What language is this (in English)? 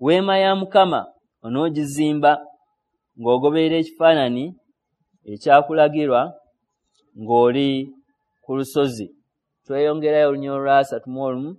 Ganda